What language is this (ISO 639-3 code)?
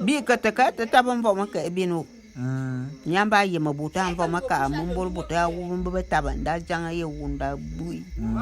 bum